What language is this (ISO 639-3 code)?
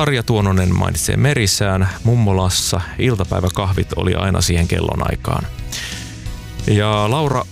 fin